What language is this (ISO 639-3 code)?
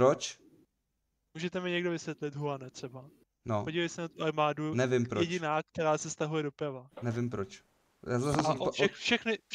ces